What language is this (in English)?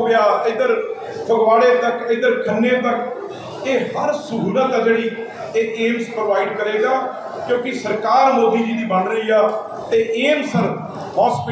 Punjabi